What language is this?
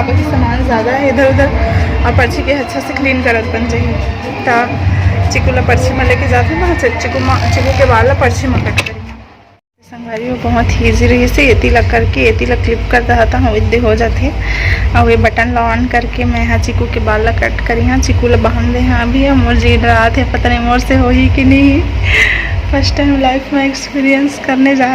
Chhattisgarhi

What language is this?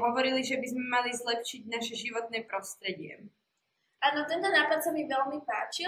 Slovak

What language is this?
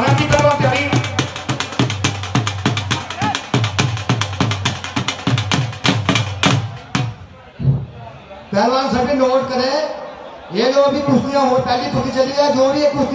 Hindi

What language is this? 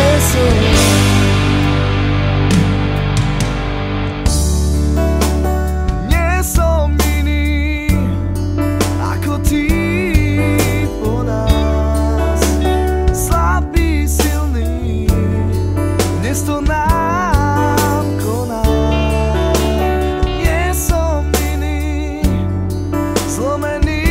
Slovak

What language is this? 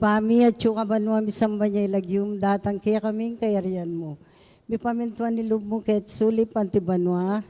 Pampanga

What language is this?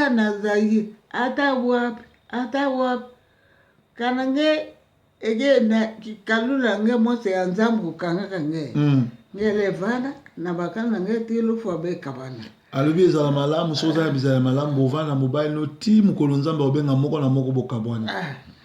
Lingala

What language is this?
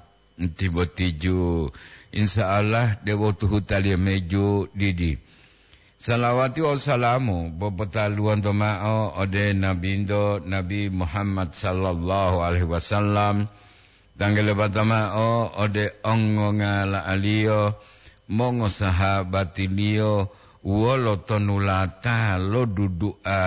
Gorontalo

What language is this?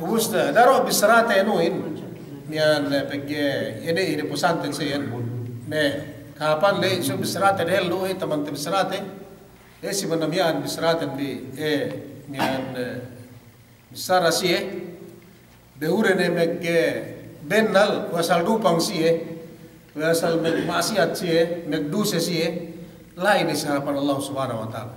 Yakan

